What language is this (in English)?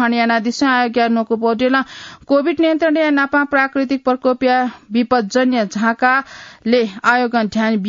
Newari